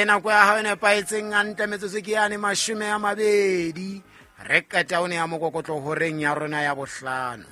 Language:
Southern Sotho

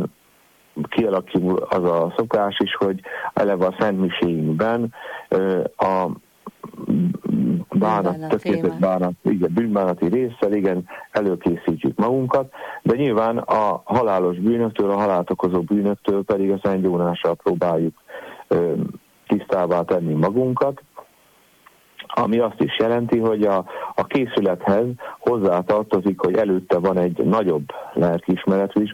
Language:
Hungarian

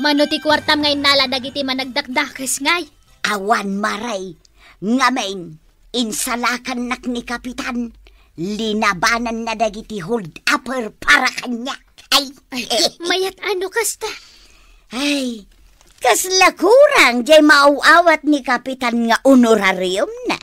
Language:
Iloko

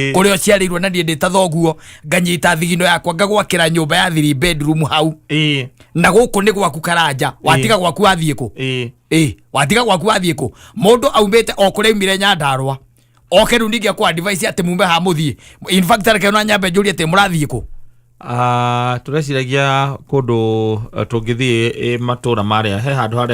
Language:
Kikuyu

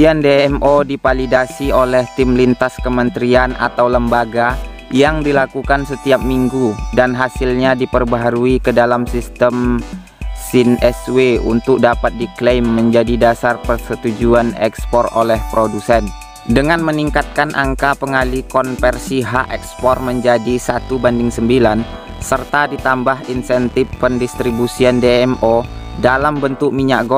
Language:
Indonesian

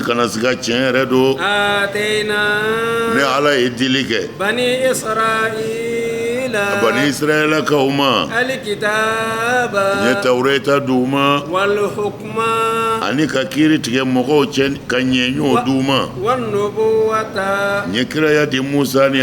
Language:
Bambara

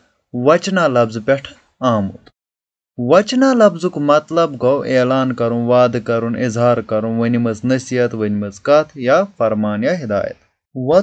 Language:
Kashmiri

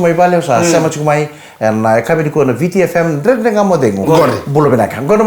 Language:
Fijian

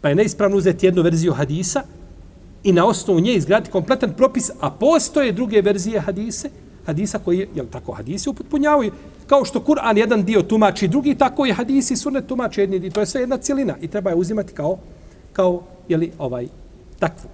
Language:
Bosnian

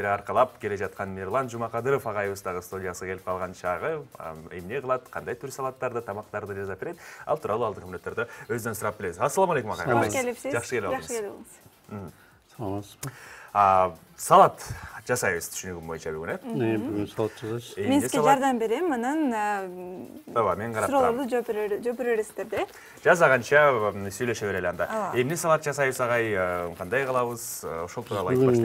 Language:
Kyrgyz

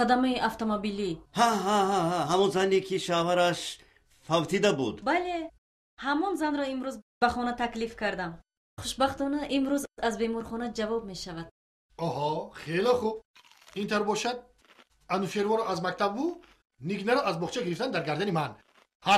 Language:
Tajik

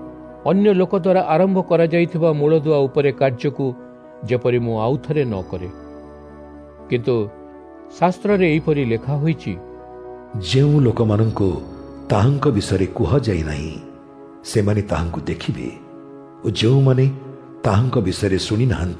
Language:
Odia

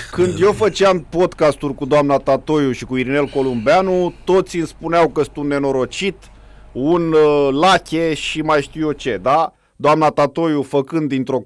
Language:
Romanian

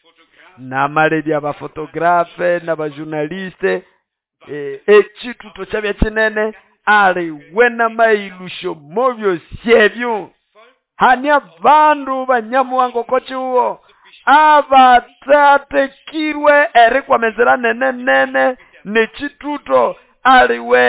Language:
Nande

